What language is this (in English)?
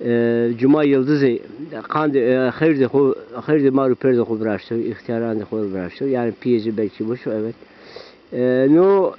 Zaza